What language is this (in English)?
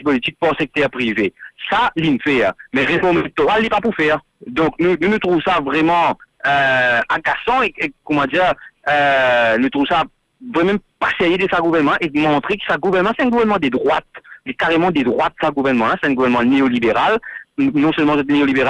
French